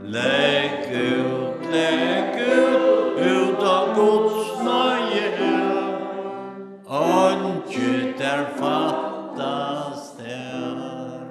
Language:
Faroese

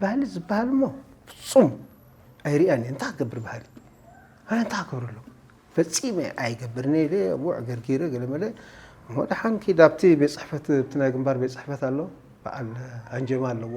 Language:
Tigrinya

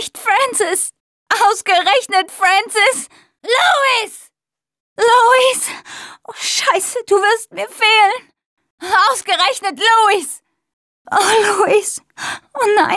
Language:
German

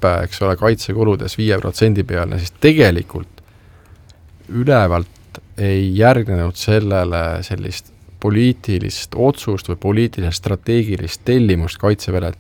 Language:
Estonian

